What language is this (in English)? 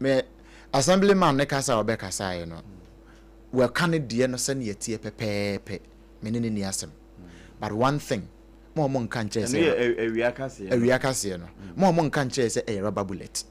Akan